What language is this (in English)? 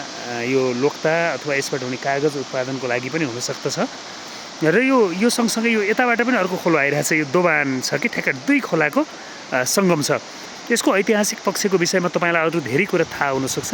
Nepali